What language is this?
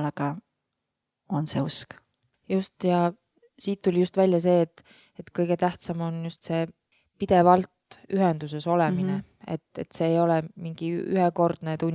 Estonian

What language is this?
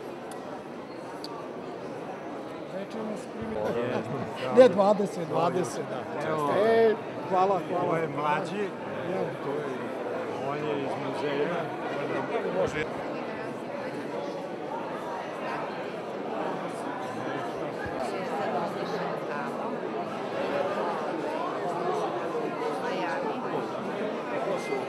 Serbian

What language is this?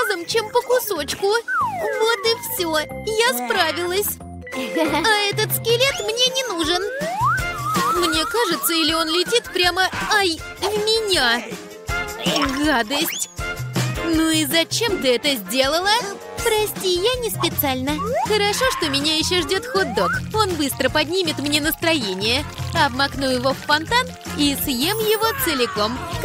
Russian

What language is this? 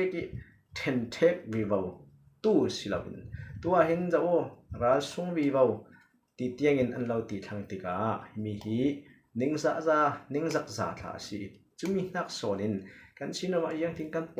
Falam Chin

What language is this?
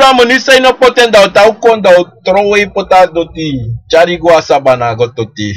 Sranan Tongo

